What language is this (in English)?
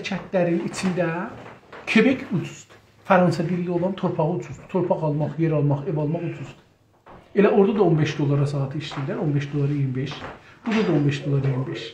South Azerbaijani